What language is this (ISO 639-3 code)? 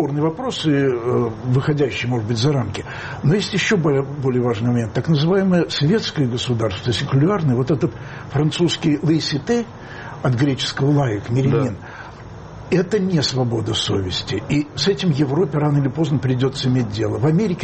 rus